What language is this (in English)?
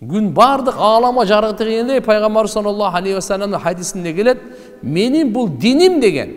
Kyrgyz